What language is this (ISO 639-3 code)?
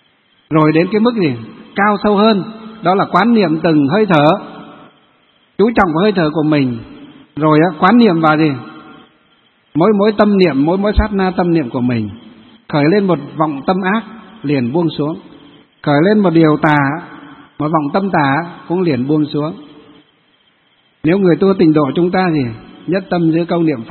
vie